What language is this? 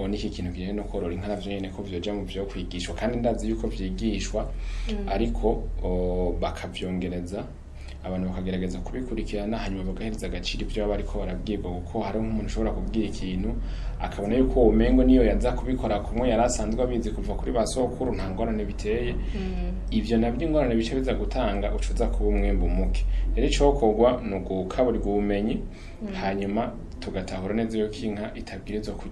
Rundi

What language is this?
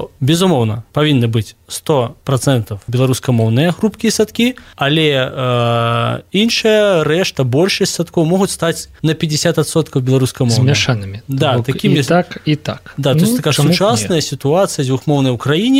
Belarusian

